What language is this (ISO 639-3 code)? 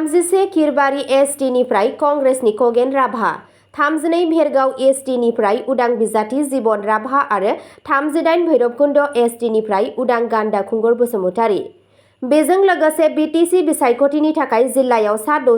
brx